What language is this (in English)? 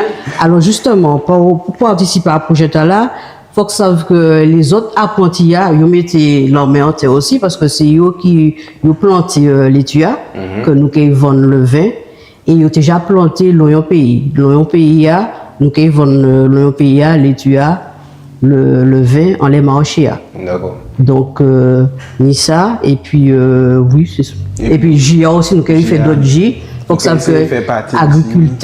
Guadeloupean Creole French